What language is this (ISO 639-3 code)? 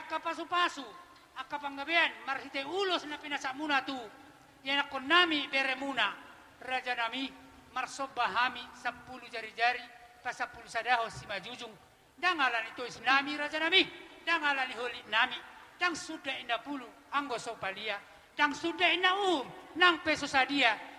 bbc